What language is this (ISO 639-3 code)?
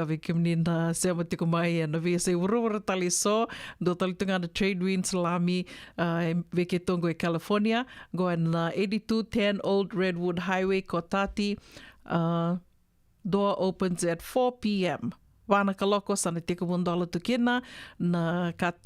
fij